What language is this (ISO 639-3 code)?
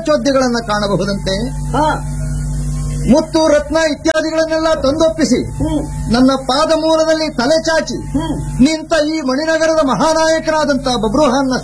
kan